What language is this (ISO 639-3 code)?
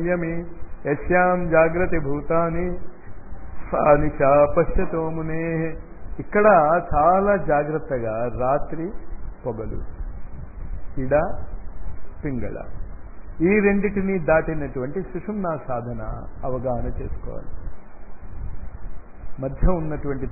tel